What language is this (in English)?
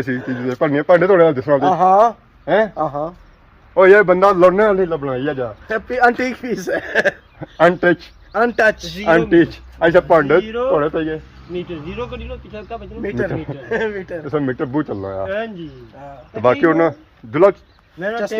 Pahari-Potwari